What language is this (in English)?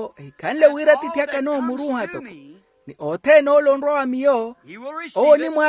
Makhuwa